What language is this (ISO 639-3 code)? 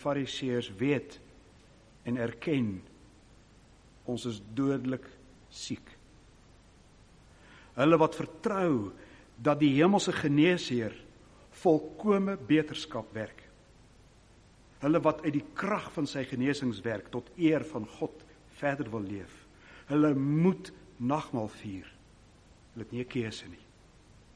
afr